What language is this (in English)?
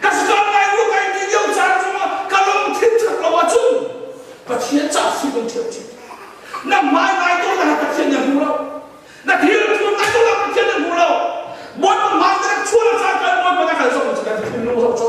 Hakha Chin